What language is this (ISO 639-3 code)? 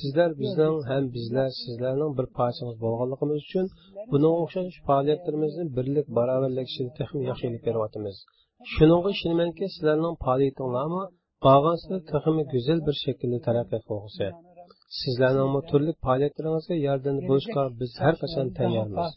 uig